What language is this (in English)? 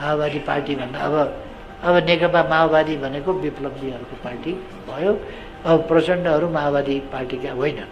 Nepali